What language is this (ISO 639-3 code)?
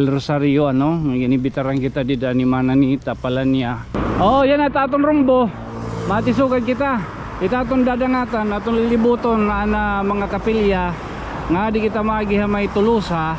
war